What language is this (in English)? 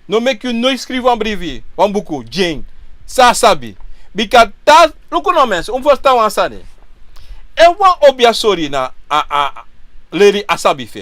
Sranan Tongo